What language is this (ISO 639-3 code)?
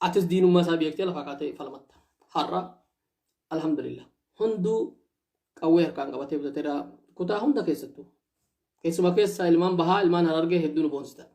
orm